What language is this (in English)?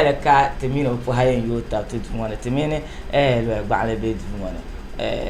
Dagbani